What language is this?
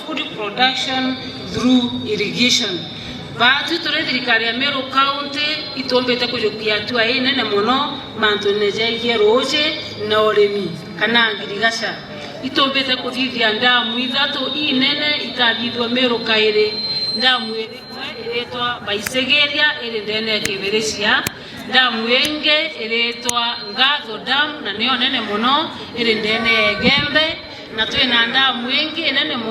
Meru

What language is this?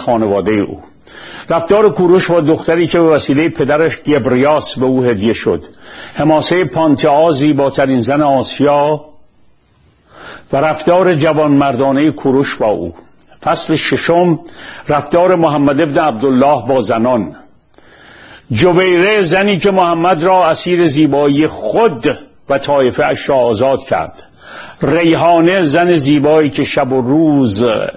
Persian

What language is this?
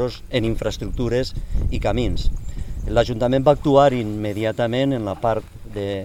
Catalan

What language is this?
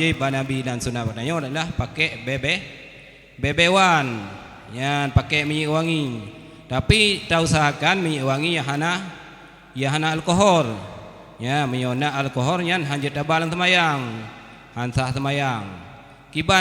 Achinese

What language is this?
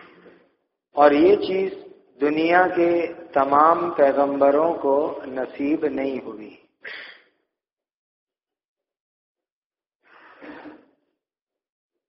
Urdu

